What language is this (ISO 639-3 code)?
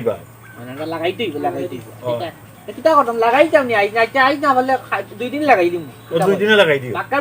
syl